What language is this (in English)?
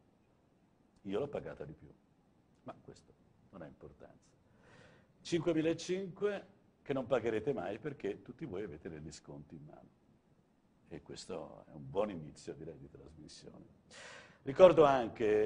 Italian